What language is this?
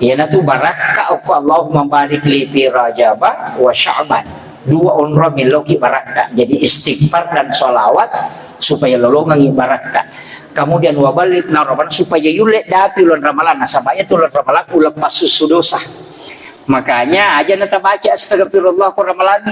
Buginese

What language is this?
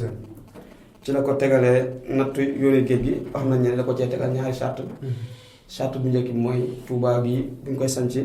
Wolof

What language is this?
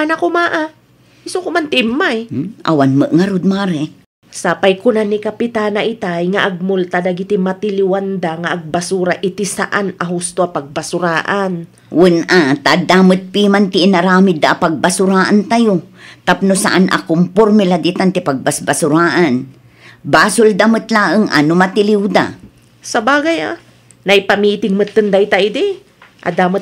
Iloko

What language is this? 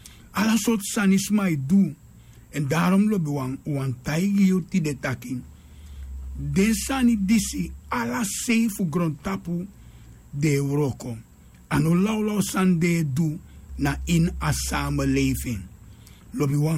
Sranan Tongo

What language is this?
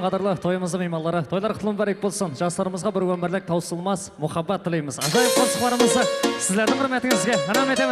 Kara-Kalpak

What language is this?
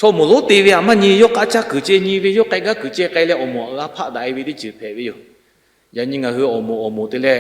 Lahu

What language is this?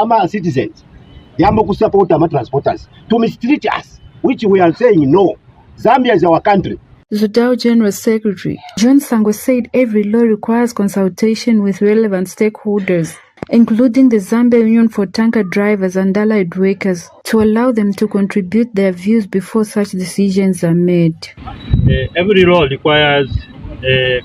Lozi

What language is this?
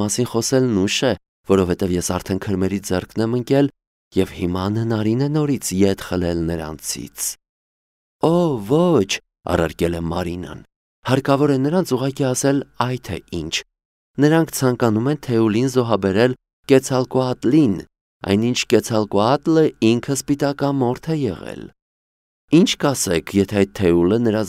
Armenian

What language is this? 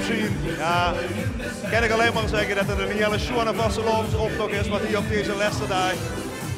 Limburgish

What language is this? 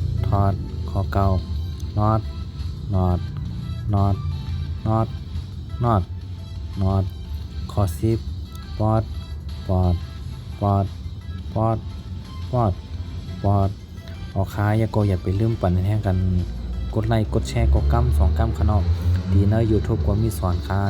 Shan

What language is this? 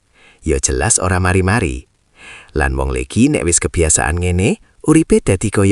Javanese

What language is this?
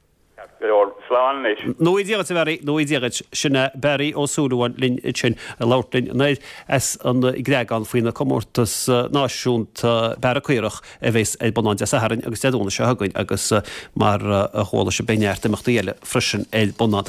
Irish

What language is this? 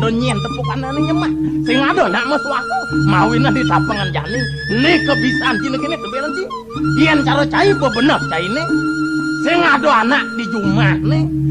Balinese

